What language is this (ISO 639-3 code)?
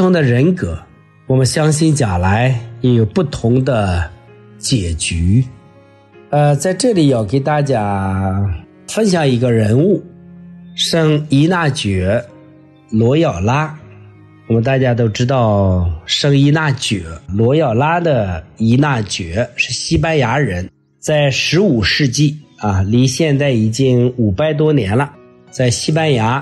zho